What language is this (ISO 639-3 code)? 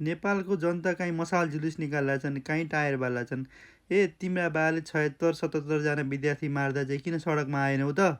nep